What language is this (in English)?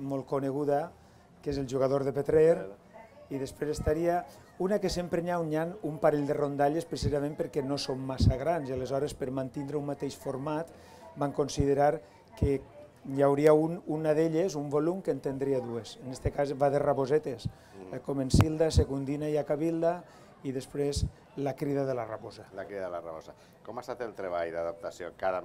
Catalan